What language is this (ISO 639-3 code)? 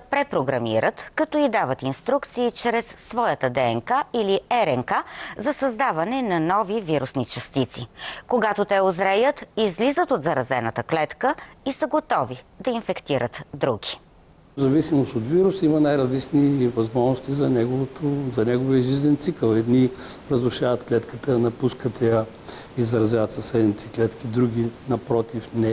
bul